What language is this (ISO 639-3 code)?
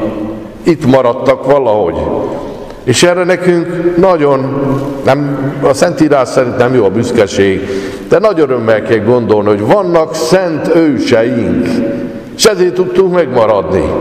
hun